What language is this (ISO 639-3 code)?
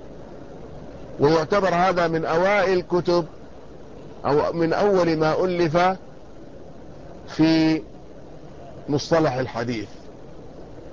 ara